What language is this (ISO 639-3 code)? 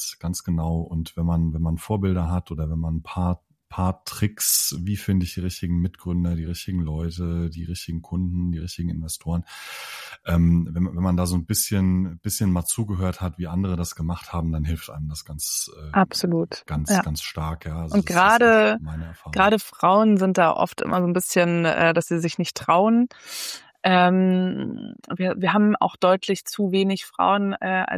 deu